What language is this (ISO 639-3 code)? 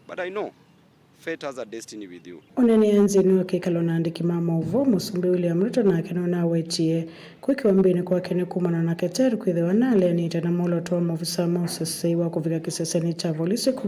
kam